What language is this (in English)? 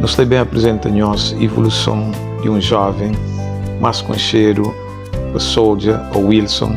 Kabuverdianu